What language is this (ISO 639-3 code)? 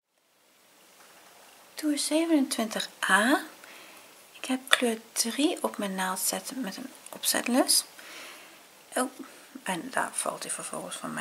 nld